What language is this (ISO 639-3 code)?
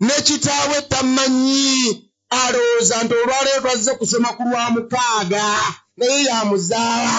lug